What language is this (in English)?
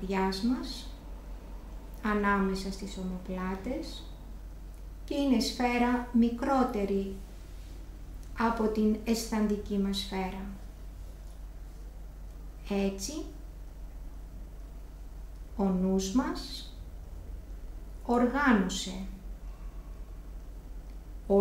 Greek